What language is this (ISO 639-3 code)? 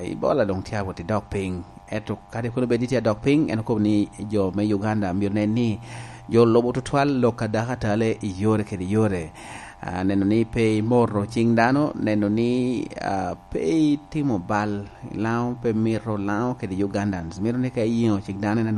laj